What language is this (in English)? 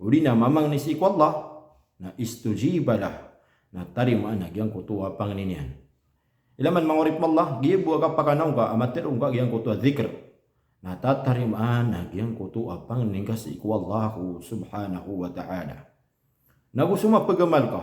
Maranao